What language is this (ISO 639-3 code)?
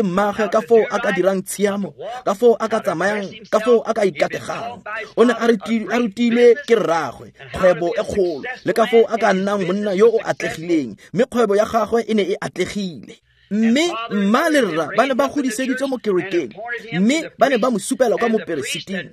tsn